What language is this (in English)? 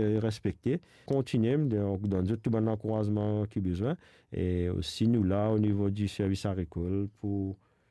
Morisyen